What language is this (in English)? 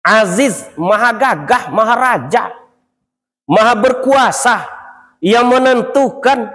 Minangkabau